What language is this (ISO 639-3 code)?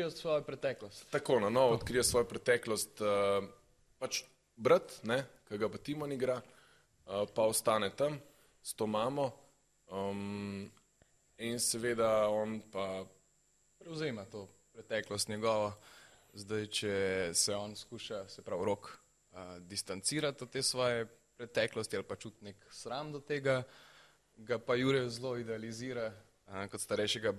slv